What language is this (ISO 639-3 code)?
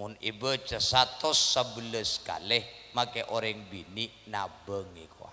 mad